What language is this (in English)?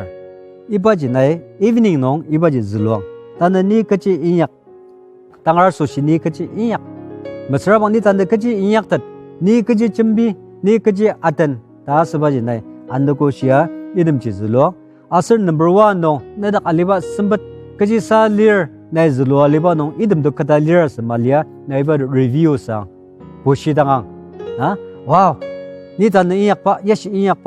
Ao Naga